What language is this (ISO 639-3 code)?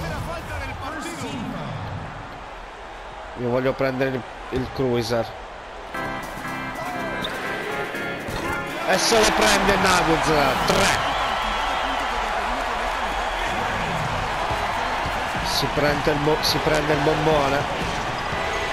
ita